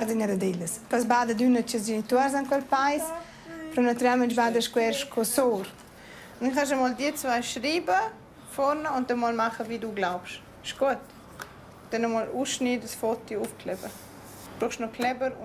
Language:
Romansh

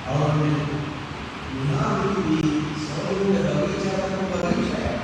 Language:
Divehi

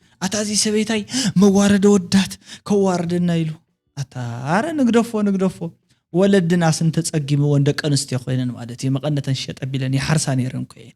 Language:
Tigrinya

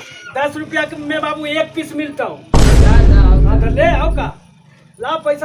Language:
Magahi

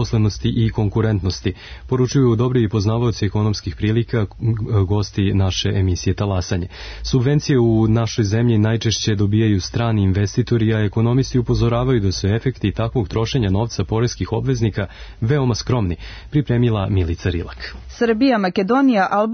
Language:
Serbian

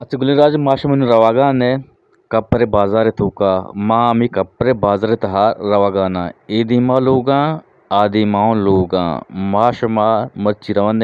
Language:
Eastern Balochi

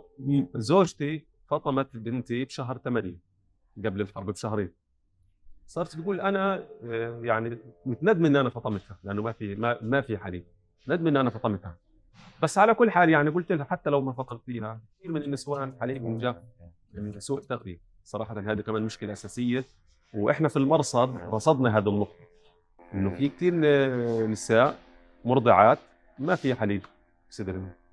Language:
North Levantine Arabic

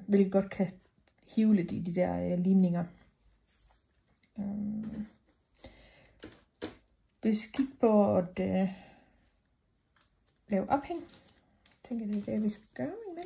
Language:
Danish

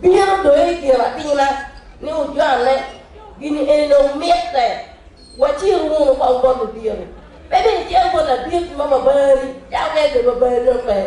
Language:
Acoli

